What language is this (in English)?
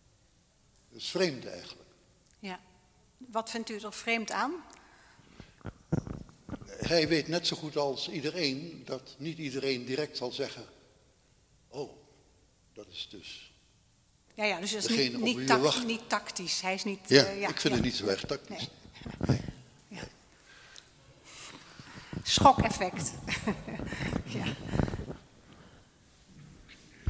Dutch